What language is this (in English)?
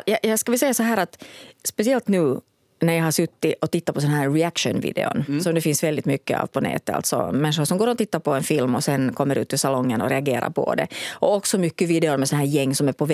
Swedish